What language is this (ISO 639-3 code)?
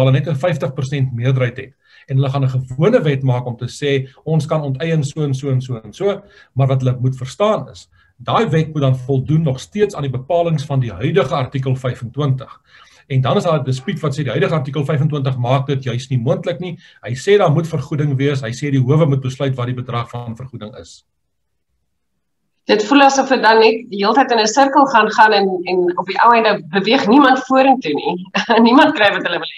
afr